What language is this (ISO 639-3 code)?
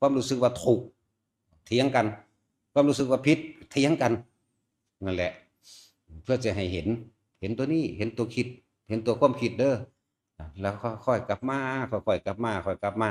tts